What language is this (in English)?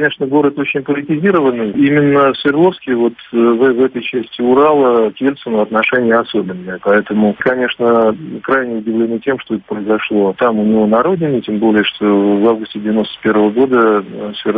Russian